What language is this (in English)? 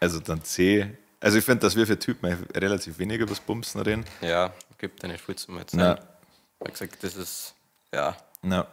Bavarian